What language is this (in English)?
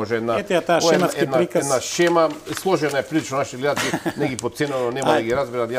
Macedonian